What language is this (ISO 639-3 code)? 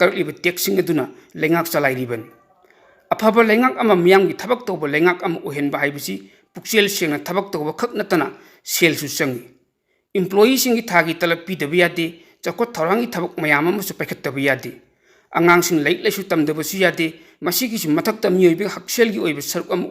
mni